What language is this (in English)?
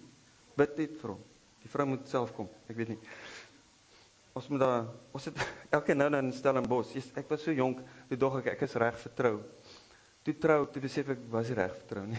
Afrikaans